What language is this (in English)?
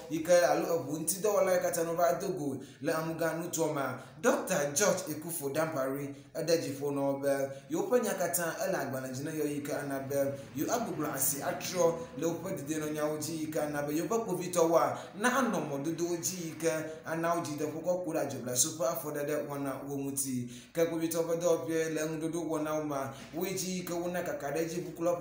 Ewe